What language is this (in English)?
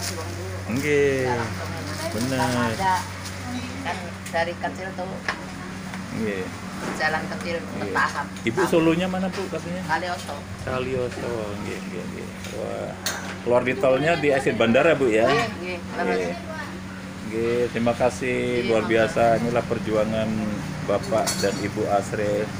Indonesian